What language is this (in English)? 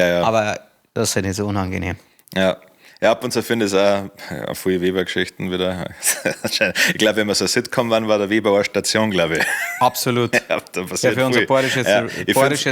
Bavarian